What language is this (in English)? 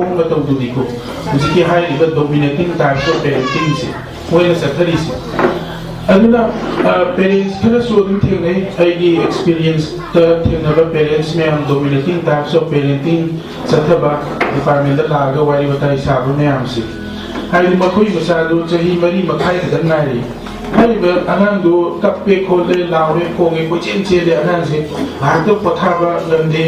Manipuri